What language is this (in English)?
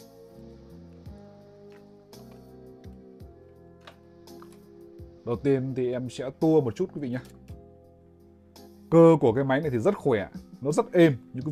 Vietnamese